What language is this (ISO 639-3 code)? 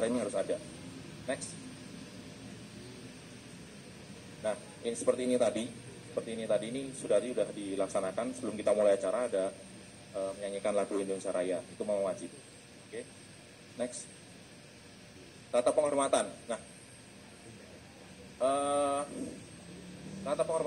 ind